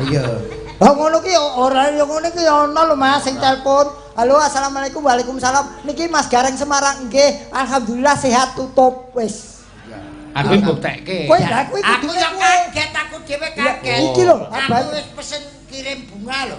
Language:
Javanese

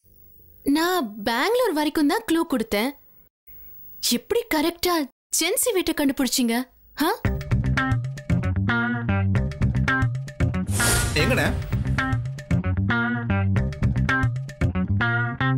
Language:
Tamil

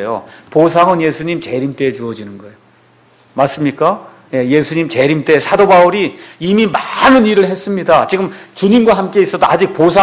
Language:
Korean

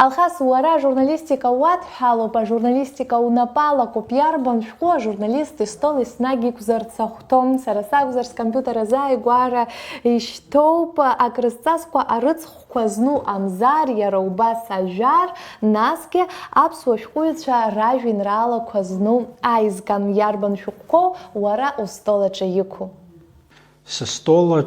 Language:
Abkhazian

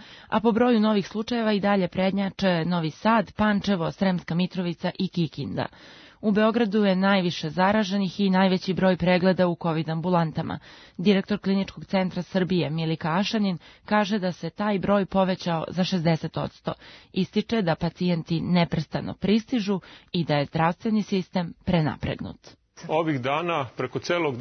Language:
Serbian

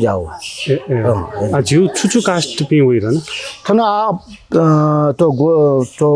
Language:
Newari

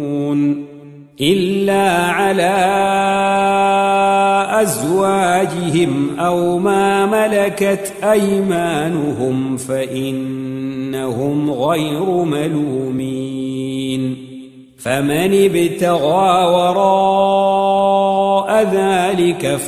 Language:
Arabic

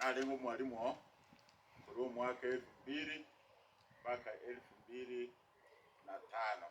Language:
Gusii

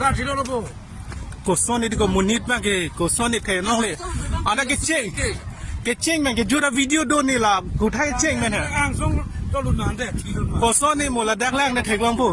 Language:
Karbi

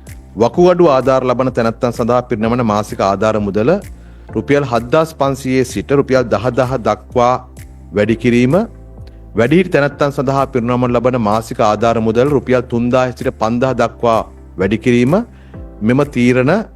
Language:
Sinhala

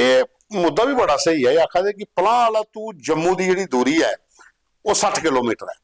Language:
Dogri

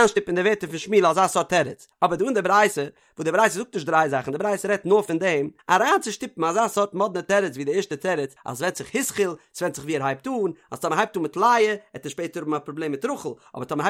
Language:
Yiddish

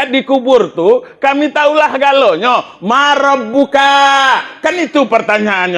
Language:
Minangkabau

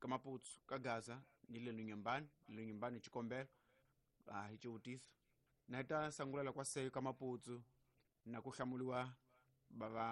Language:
Tsonga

